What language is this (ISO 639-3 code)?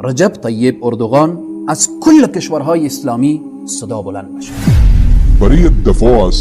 tgk